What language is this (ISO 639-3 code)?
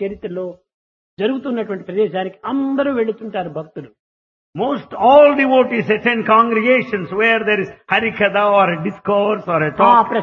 tel